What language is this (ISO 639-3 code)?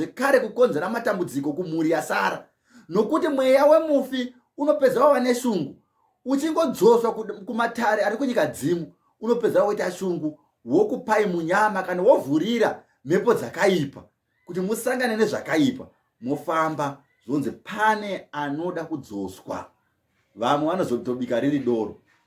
sna